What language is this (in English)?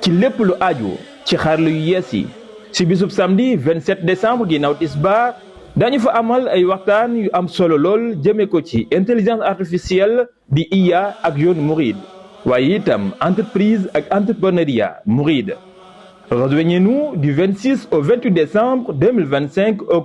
Wolof